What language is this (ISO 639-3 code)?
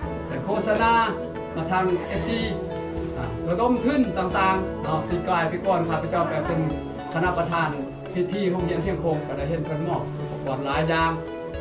lao